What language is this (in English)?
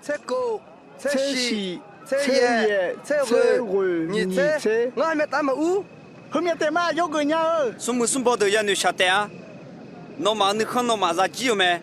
Akha